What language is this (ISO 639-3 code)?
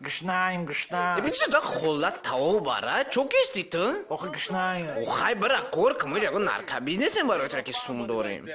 tgk